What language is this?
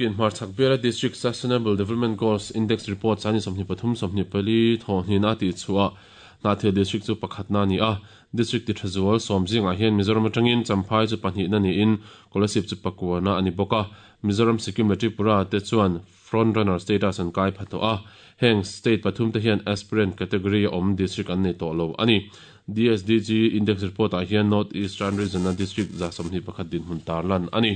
Mizo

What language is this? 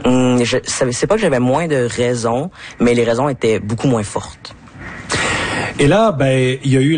French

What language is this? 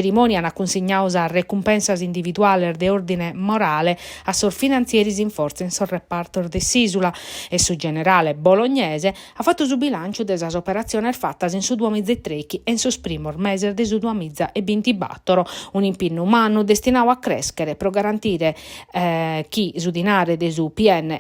Sardinian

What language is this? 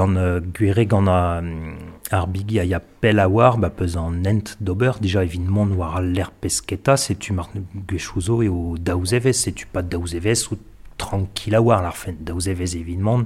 Breton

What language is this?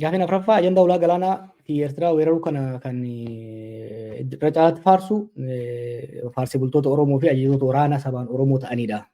Oromo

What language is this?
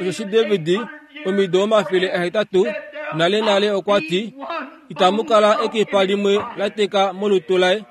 Kuanyama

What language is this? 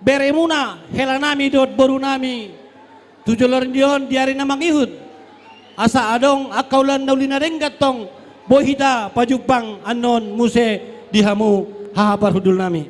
Batak Toba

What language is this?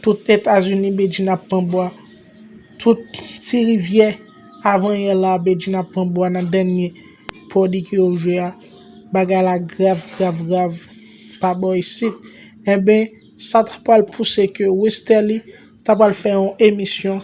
Haitian Creole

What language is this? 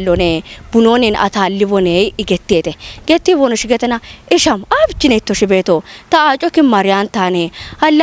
Kafa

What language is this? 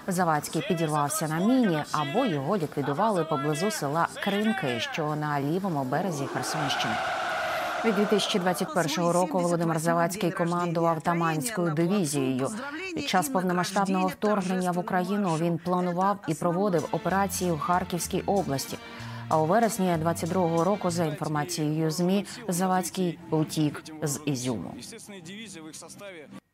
Ukrainian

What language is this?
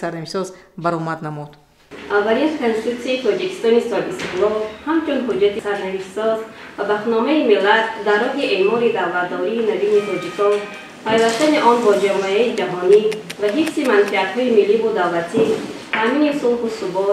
Tajik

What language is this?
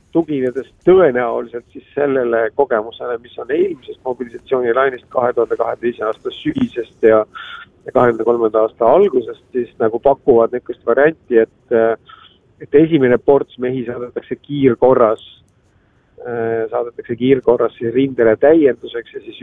Estonian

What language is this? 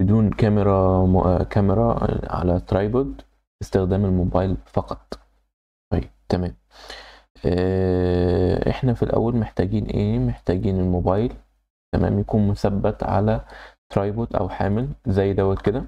Egyptian Arabic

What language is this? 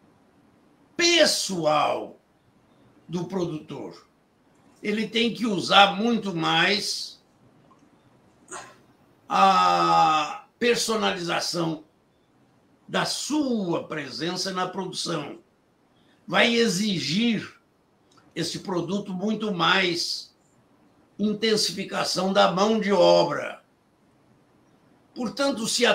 Portuguese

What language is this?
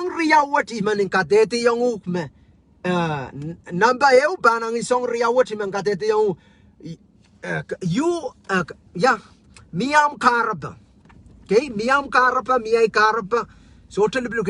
Pohnpeian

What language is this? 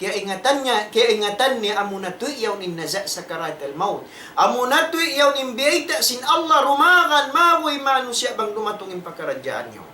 Tausug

